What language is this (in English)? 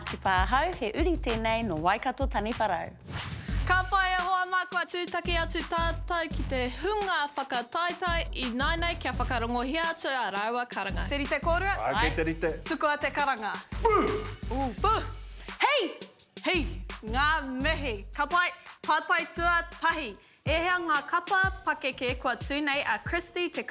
Māori